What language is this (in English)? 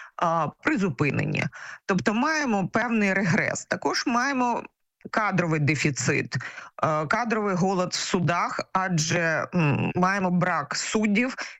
Ukrainian